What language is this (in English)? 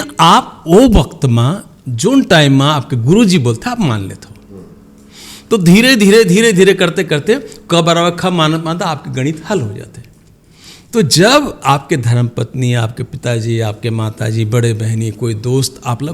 Chhattisgarhi